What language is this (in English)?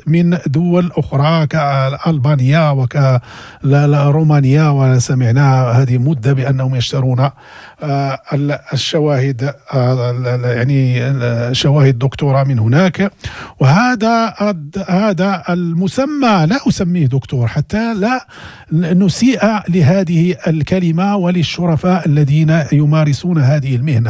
Moroccan Arabic